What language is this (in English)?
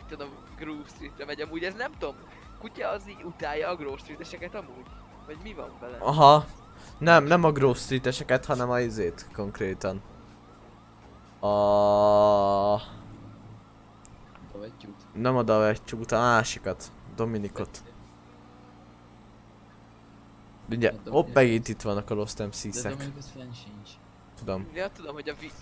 Hungarian